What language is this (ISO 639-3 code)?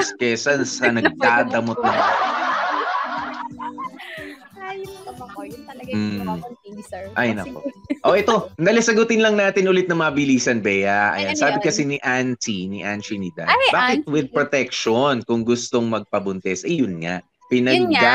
fil